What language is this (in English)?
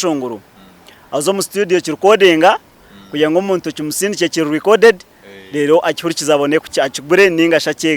Nyankole